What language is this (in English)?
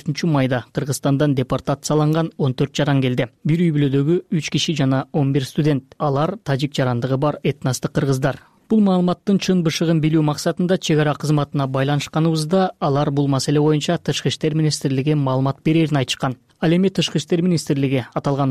Kyrgyz